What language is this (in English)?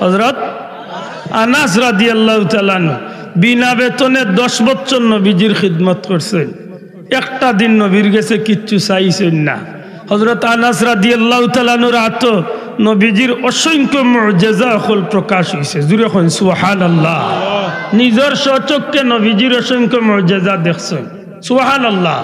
Sylheti